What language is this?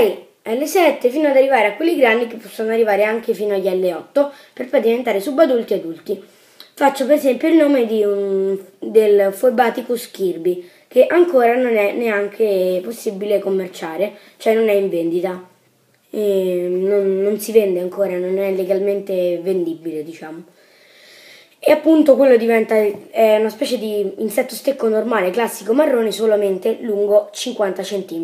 Italian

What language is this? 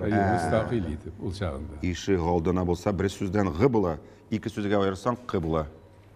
Tatar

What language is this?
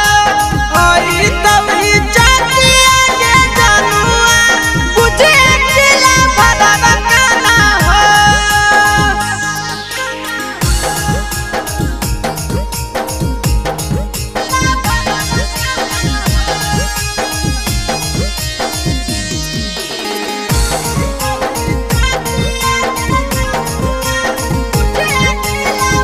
Bhojpuri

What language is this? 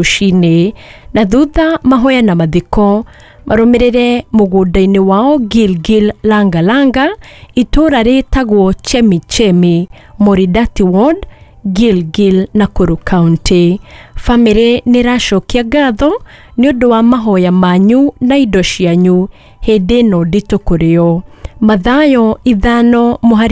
Kikuyu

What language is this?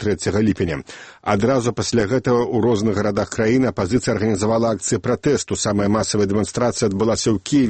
Belarusian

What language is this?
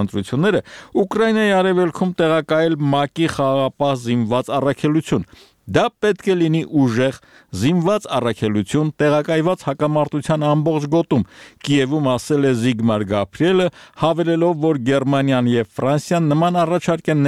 Armenian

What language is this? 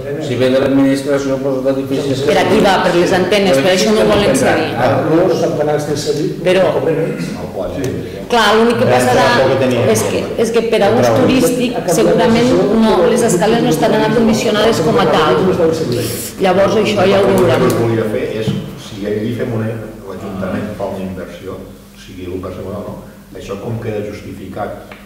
Catalan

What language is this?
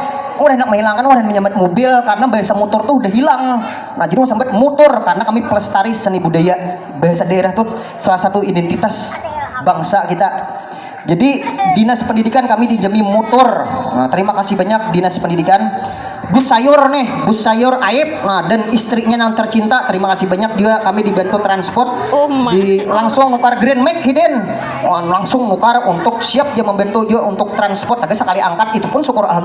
Banjar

